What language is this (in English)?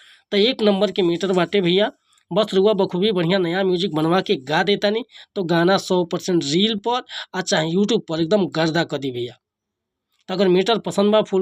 Bhojpuri